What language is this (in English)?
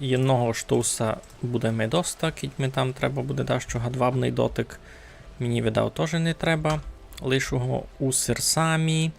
Rusyn